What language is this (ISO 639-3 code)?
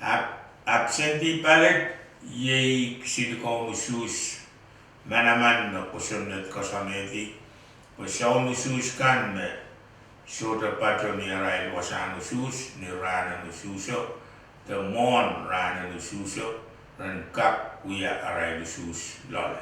pon